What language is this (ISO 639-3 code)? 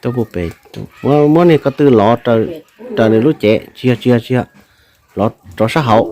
hmn